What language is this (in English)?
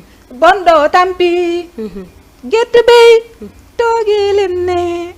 Fula